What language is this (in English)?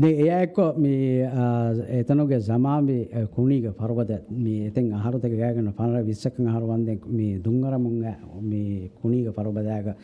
Divehi